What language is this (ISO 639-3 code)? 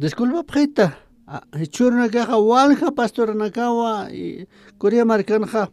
aym